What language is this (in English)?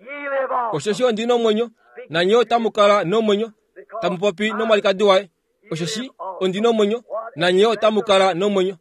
Kuanyama